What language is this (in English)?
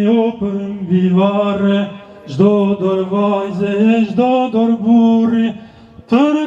Albanian